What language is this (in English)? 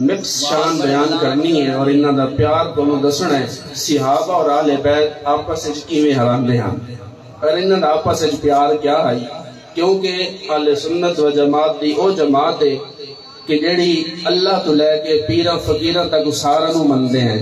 Saraiki